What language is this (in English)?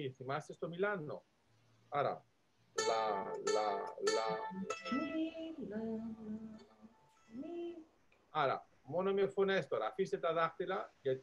Greek